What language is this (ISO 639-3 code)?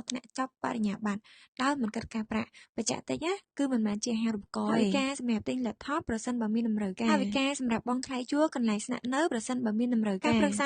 khm